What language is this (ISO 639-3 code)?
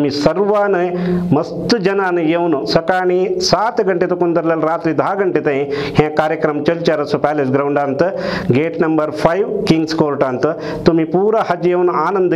kok